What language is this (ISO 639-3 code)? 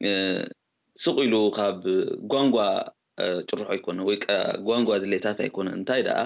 tir